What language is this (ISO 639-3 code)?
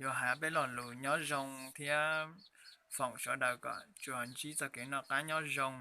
hmn